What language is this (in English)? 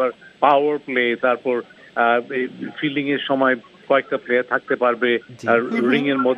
Bangla